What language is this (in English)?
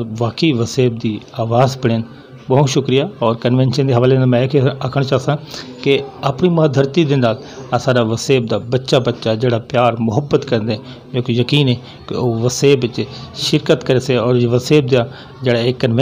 Saraiki